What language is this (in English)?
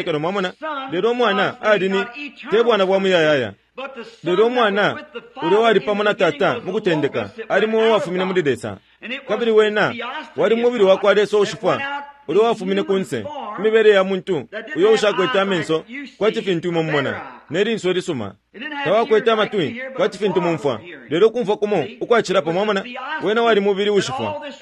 Bemba